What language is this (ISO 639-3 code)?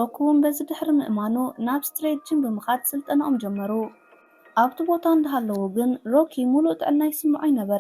tir